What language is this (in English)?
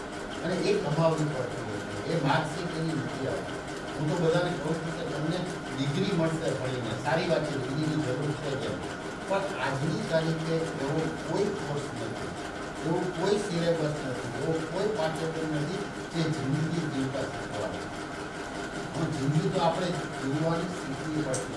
Gujarati